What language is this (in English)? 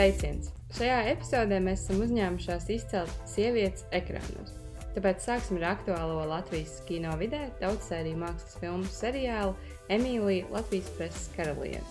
Latvian